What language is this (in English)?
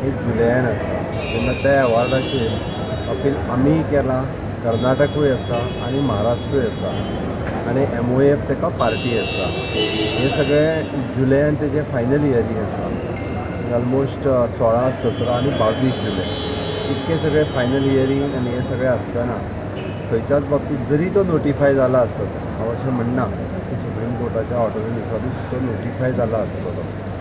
Konkani